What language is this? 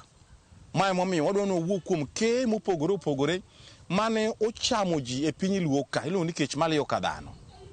Luo (Kenya and Tanzania)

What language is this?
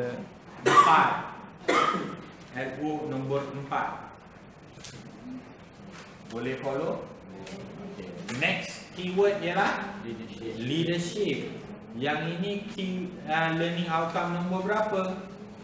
Malay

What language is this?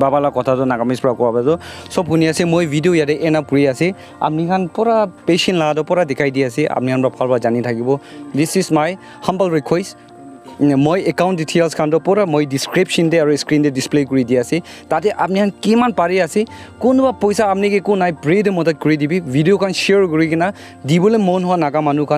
Naga Pidgin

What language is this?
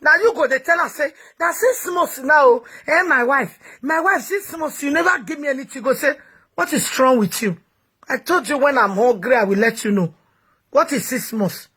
Nigerian Pidgin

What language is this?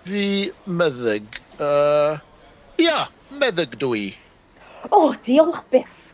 Welsh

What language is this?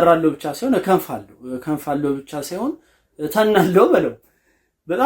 Amharic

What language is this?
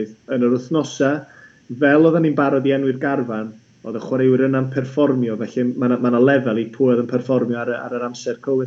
Welsh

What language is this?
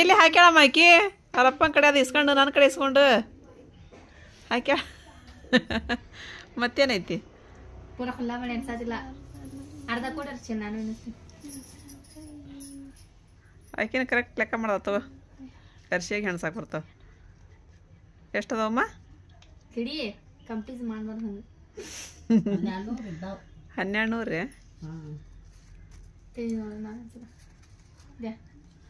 Kannada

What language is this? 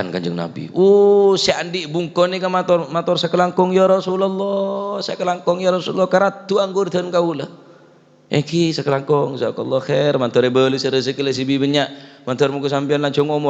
Madurese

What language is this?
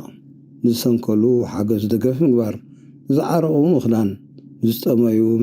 Tigrinya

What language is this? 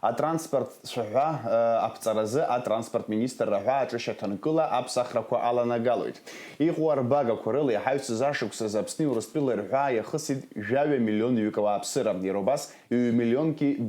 Abkhazian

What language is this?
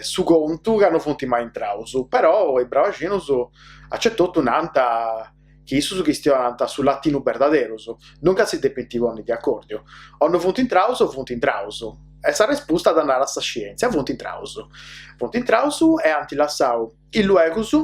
Sardinian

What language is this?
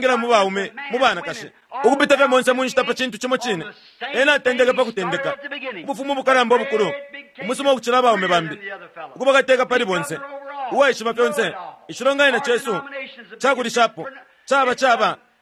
Bemba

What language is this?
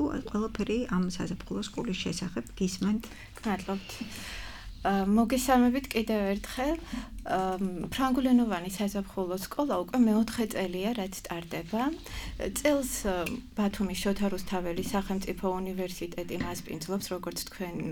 Georgian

